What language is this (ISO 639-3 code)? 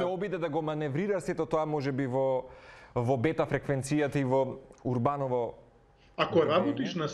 mkd